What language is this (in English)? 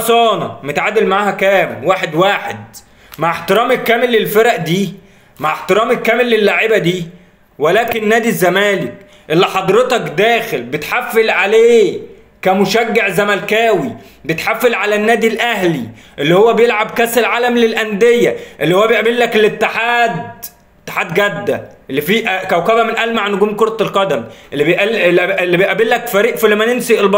Egyptian Arabic